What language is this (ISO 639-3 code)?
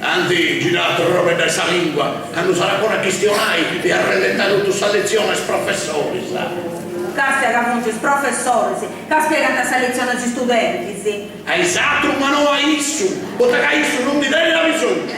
srd